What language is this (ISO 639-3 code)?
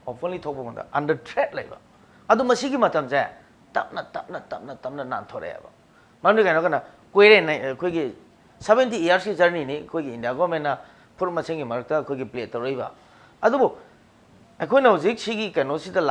mni